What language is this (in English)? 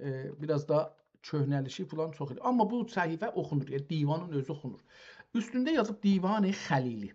South Azerbaijani